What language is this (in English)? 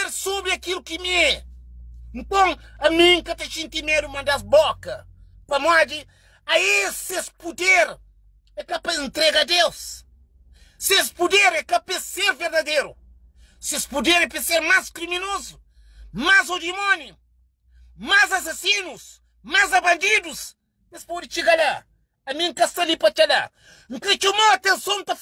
Kabuverdianu